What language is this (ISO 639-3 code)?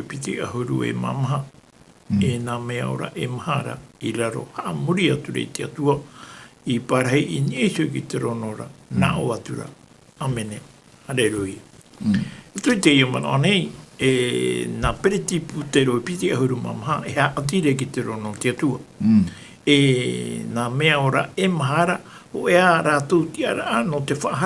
tah